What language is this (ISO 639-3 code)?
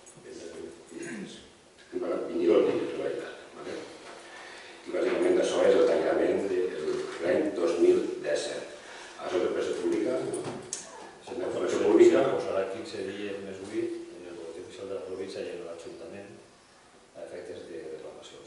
cat